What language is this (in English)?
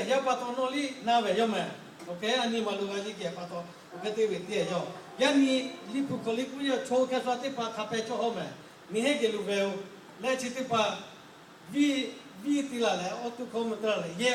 Lahu